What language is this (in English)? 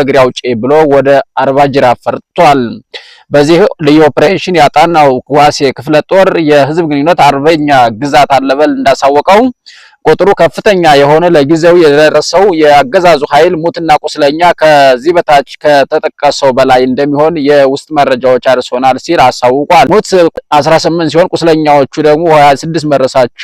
Amharic